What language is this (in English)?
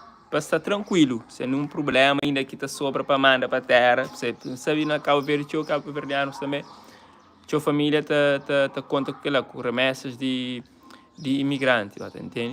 Kabuverdianu